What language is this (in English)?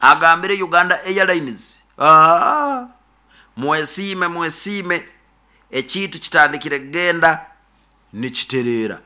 Nyoro